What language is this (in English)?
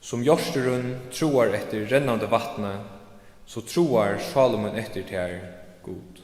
Faroese